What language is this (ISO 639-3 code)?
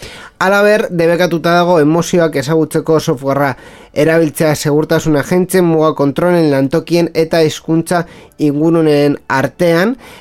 eus